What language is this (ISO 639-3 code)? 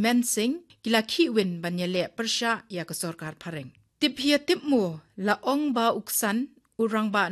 kha